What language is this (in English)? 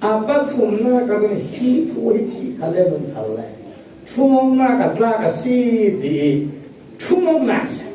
Falam Chin